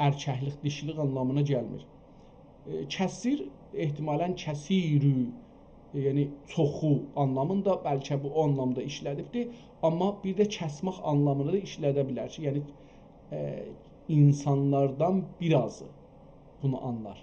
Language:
South Azerbaijani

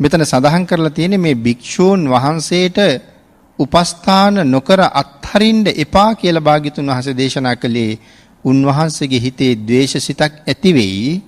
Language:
Sinhala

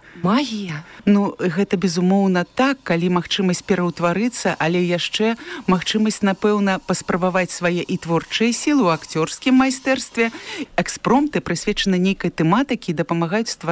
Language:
Belarusian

